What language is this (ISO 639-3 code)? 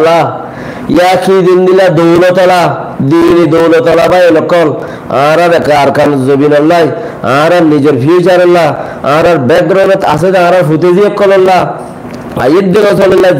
rhg